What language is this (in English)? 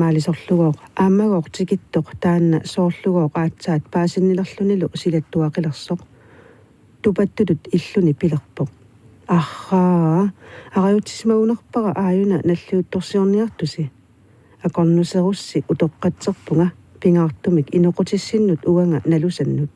Kalaallisut